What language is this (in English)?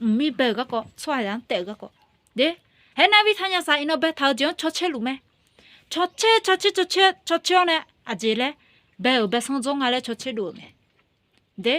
Akha